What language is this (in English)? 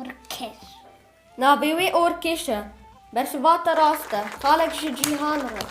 Kurdish